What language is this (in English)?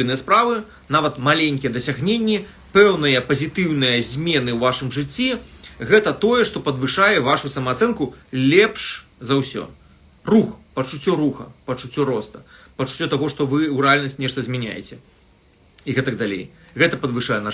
Belarusian